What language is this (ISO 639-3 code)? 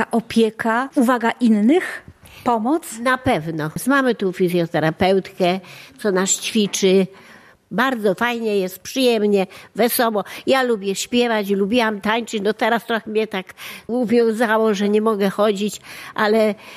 pol